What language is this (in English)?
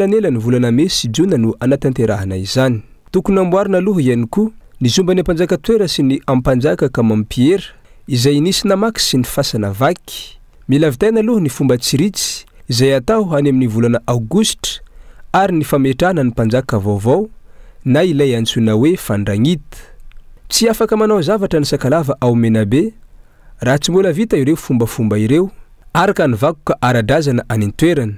Malagasy